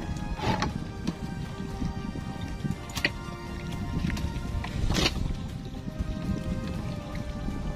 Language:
Indonesian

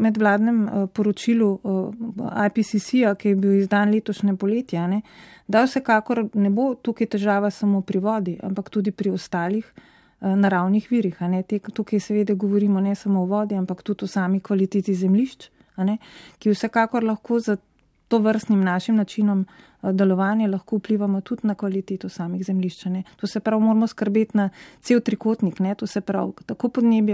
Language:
Slovenian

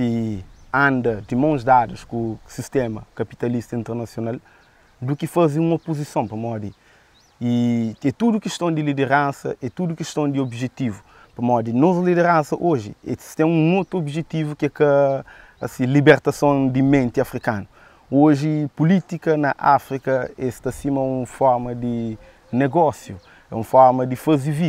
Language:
Kabuverdianu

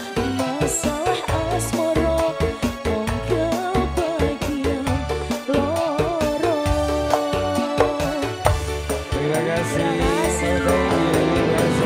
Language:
Indonesian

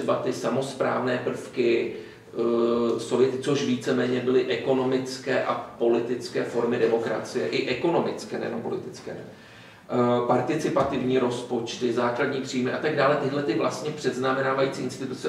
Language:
Czech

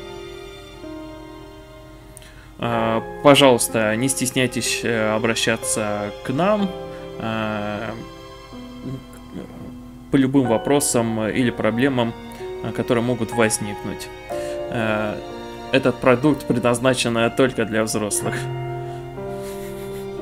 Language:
Russian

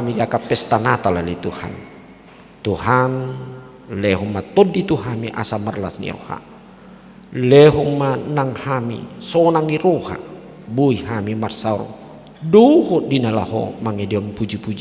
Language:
Batak Toba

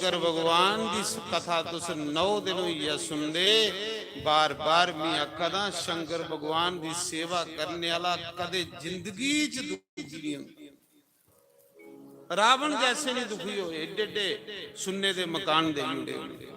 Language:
Dogri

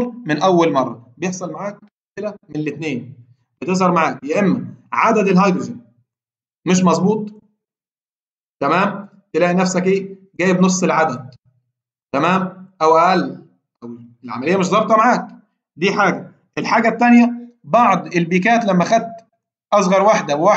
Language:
Egyptian Arabic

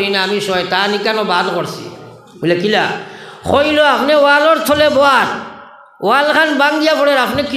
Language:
Sylheti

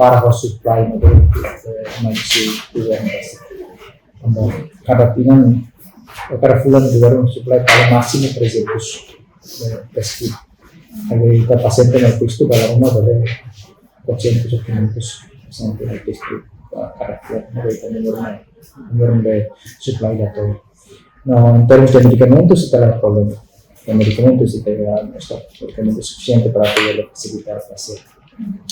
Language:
Tetum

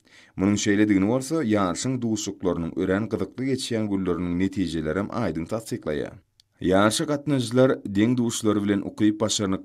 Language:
Turkmen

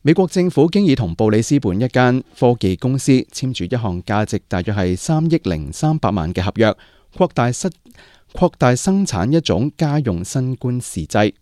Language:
Cantonese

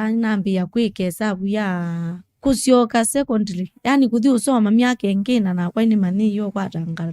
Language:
Kamba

